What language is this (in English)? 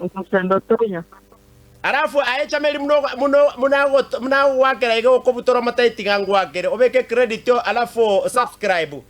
Gusii